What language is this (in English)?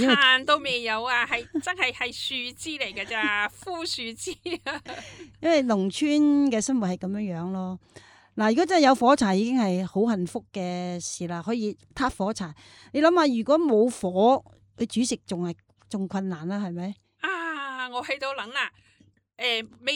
Cantonese